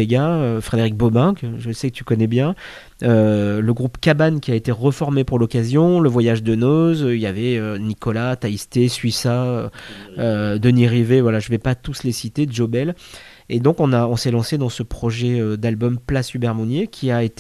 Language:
French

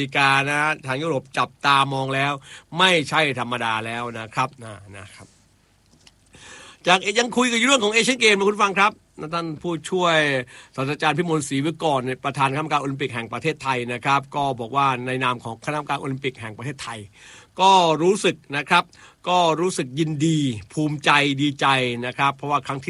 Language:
Thai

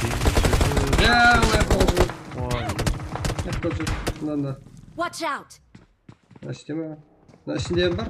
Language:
Kara-Kalpak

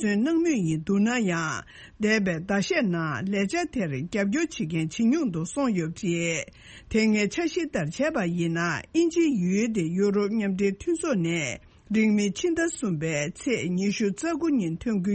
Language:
Tibetan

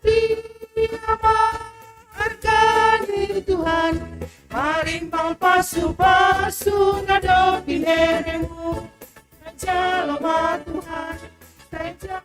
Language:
Batak Simalungun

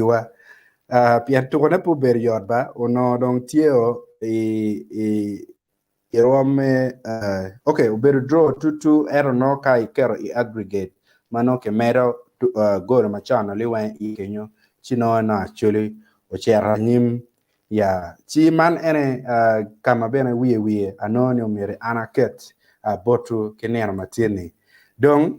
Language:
Acoli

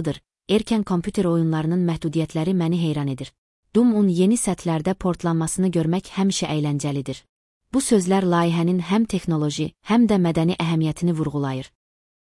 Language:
Azerbaijani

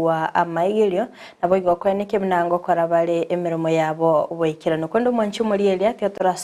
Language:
Gusii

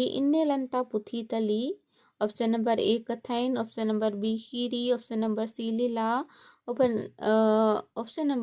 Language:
Kurukh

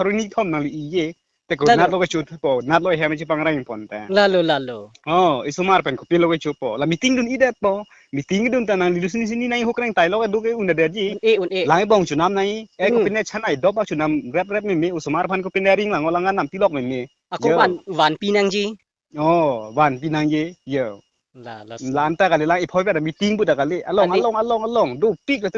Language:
Karbi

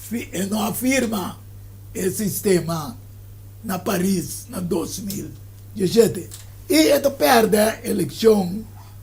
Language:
Papiamento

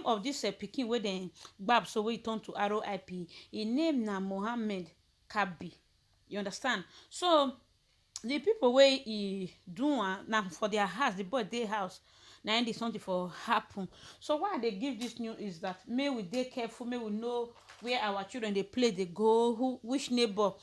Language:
Nigerian Pidgin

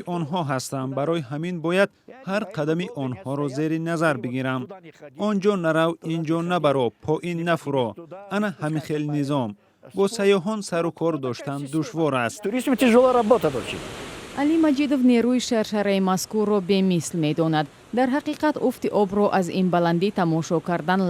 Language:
Tajik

